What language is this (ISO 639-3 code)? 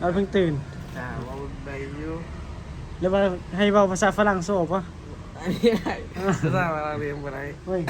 tts